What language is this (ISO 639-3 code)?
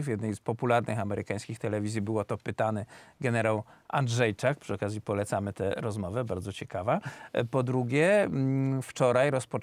pol